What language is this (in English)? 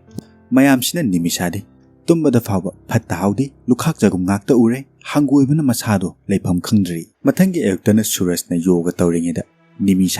Manipuri